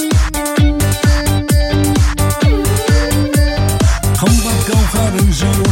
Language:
Kazakh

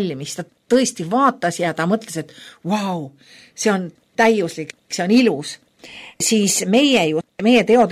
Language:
Estonian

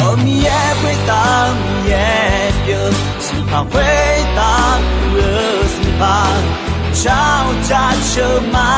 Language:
Akha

